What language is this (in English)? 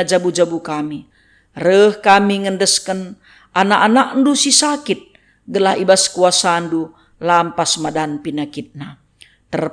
Batak Karo